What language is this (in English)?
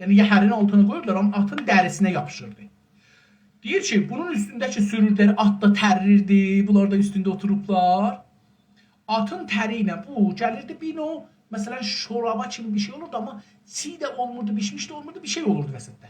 South Azerbaijani